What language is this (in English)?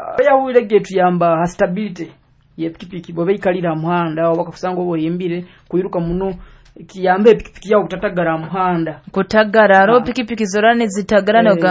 Nyoro